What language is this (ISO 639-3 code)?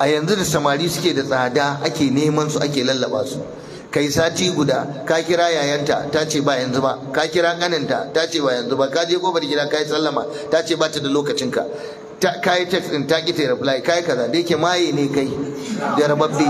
hau